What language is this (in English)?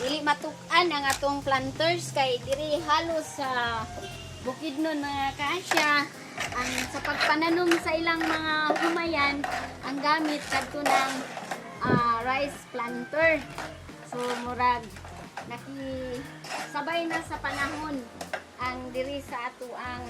Cebuano